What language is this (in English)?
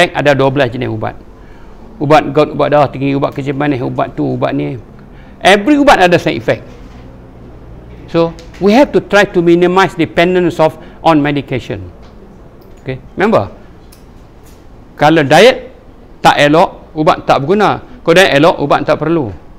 Malay